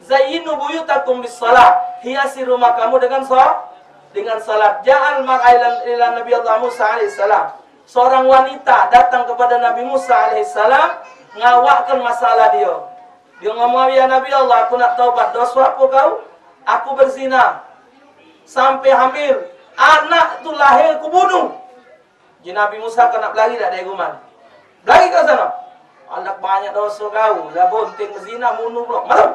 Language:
Musi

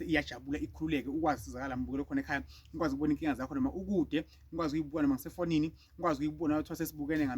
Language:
Zulu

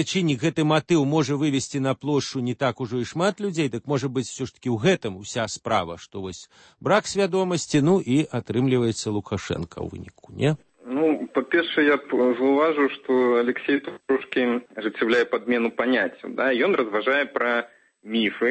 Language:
Belarusian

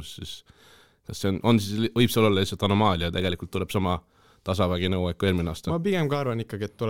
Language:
Estonian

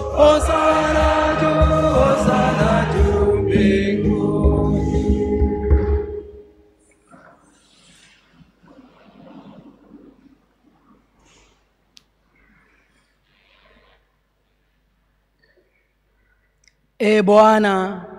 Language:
Swahili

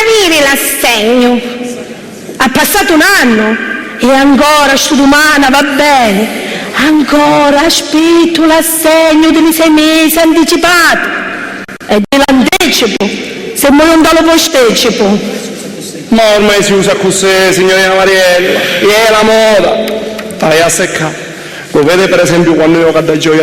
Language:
Sicilian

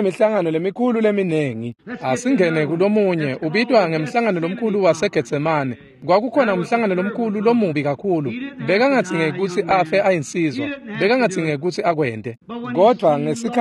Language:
Swati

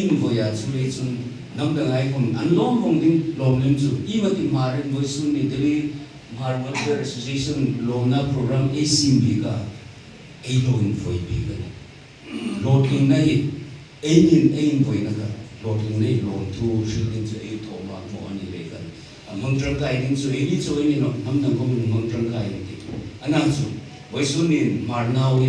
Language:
Hmar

